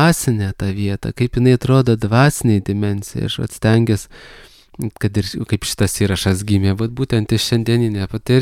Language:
Lithuanian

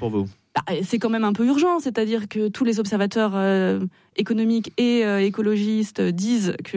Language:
French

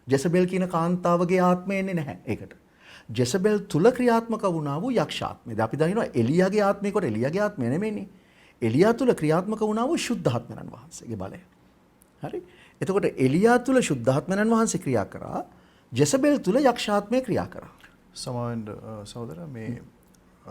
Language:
Sinhala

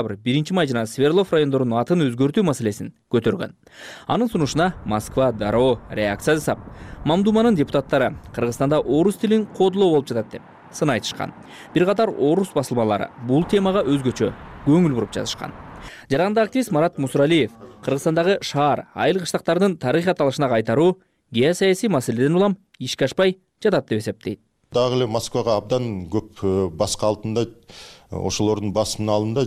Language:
Kyrgyz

